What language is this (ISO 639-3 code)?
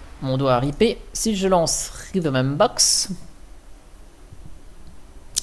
fra